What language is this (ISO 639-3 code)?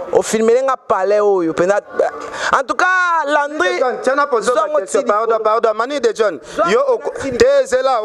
lin